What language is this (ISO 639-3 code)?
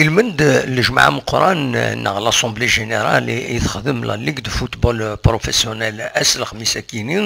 kab